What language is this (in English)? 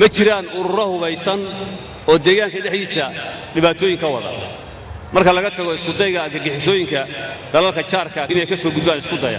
Somali